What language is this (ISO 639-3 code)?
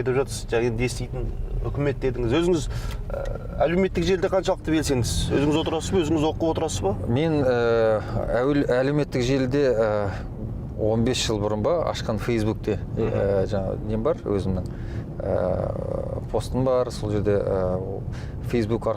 kaz